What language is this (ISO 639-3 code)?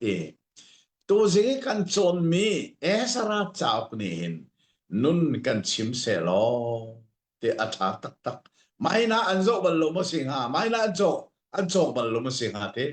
cnh